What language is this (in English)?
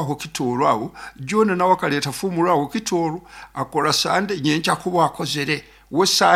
Nyoro